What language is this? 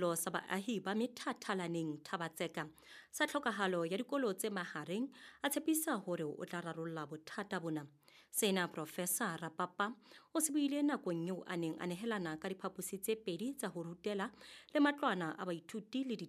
Southern Sotho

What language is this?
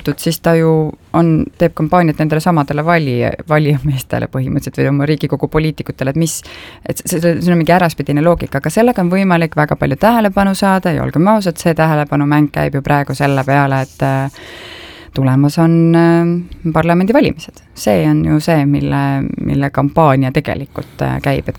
Estonian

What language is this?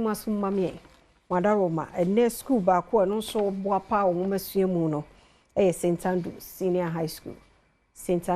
Akan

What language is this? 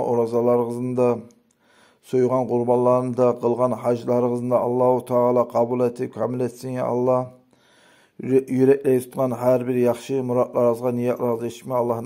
Kumyk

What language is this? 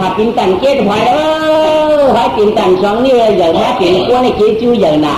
Shan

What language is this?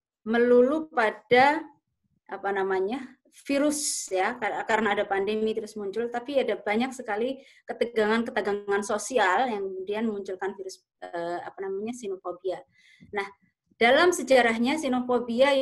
Indonesian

